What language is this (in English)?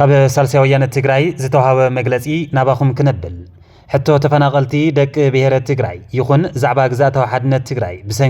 Tigrinya